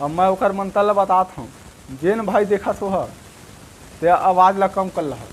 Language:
Chhattisgarhi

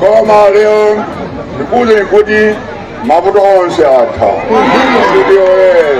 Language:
Nyanja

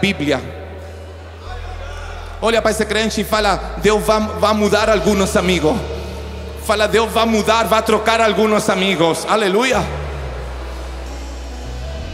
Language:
Portuguese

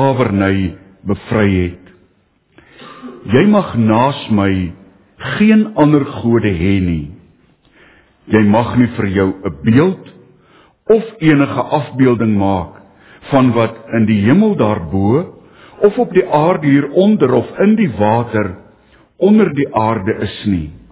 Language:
Afrikaans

